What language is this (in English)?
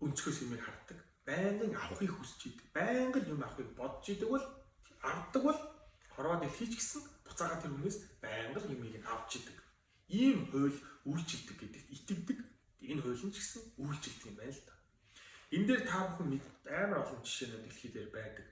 Mongolian